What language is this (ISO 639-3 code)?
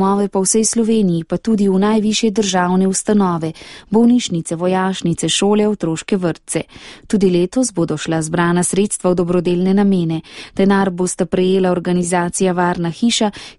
slv